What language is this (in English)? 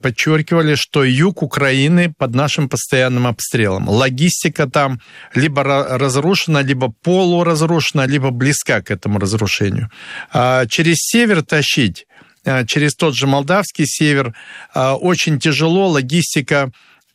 Russian